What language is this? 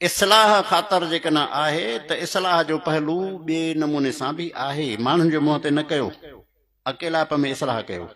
Sindhi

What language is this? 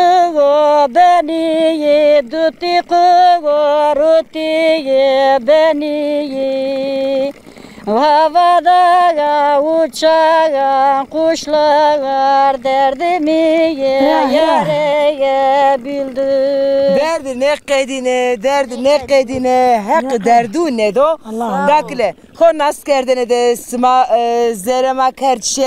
Zaza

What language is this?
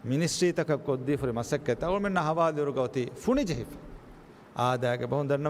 Divehi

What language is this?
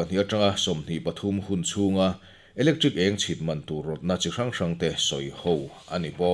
Mizo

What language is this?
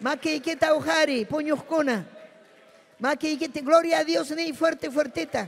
Ayacucho Quechua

